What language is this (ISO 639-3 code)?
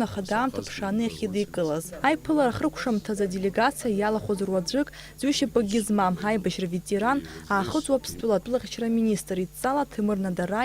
abk